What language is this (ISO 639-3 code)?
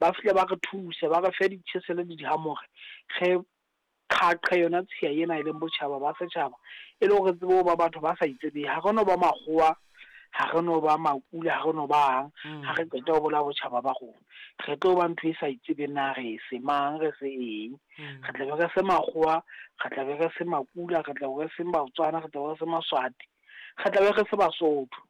sot